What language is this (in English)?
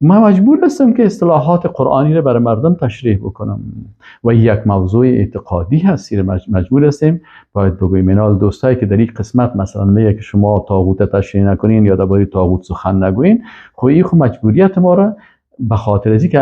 Persian